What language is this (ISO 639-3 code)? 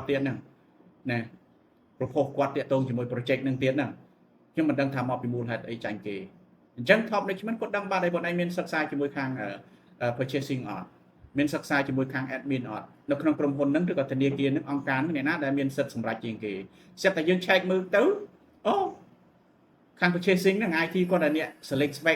khm